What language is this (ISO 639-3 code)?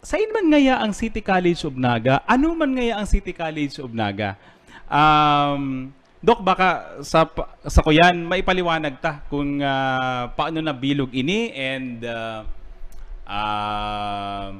bik